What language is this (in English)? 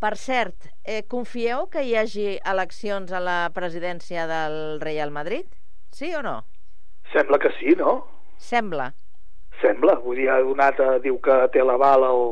Catalan